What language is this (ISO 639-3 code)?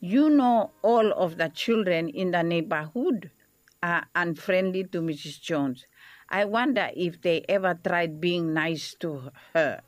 bis